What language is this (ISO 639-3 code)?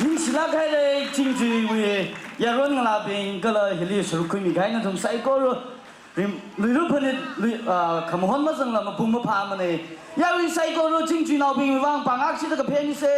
nmf